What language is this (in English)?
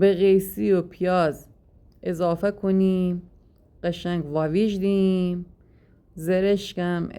Gilaki